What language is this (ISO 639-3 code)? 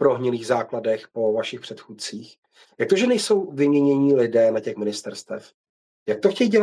ces